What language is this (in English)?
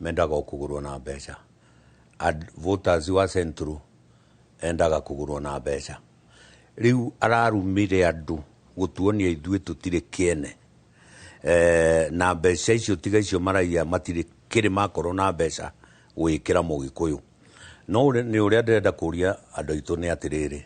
Kikuyu